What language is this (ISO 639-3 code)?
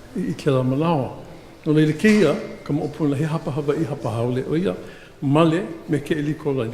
haw